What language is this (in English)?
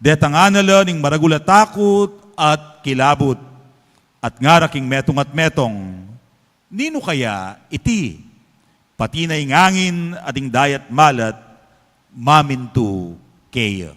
Pampanga